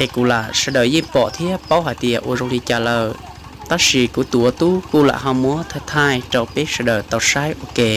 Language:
Hmong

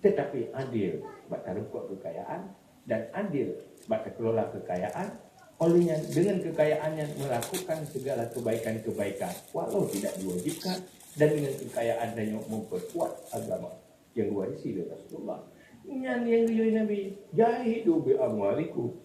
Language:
Achinese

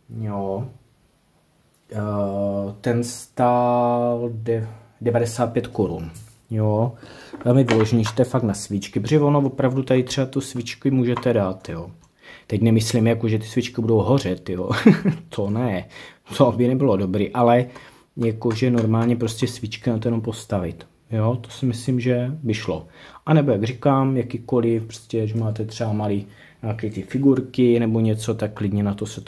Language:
Czech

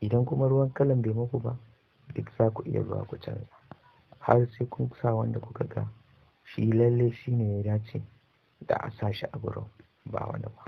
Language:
Hausa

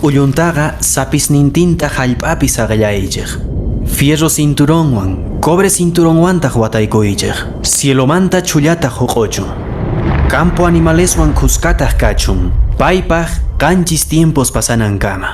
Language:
Quechua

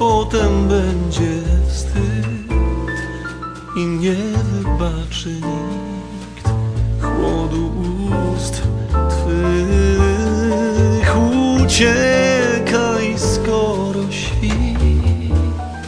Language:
Polish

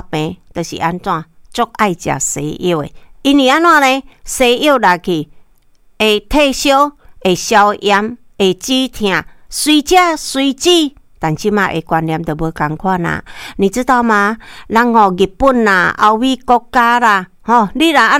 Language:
Min Nan Chinese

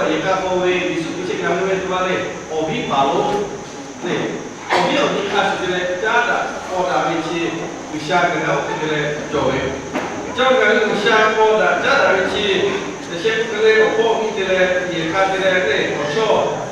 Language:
Lahu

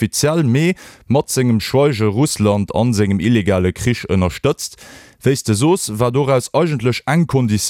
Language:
Luxembourgish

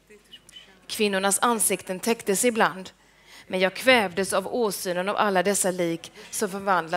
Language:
Swedish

